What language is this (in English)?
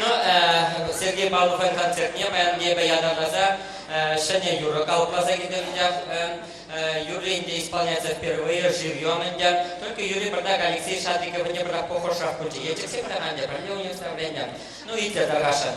Chuvash